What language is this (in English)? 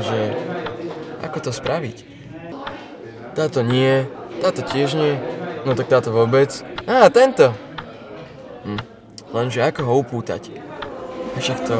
Slovak